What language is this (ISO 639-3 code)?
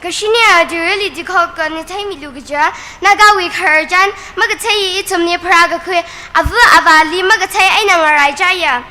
nmf